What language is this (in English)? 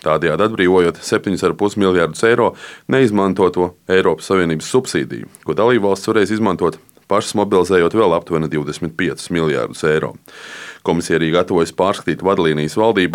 Latvian